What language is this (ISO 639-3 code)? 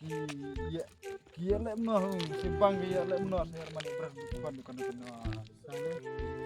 kha